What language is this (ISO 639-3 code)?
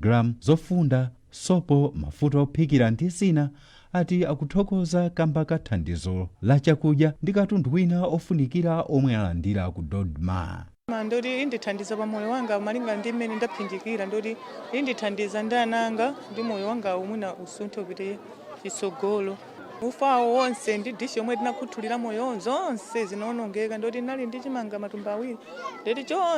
nya